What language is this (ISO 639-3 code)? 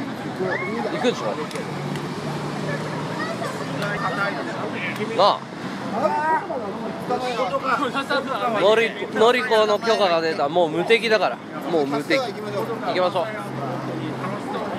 jpn